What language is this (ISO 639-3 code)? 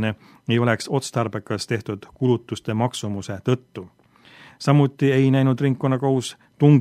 est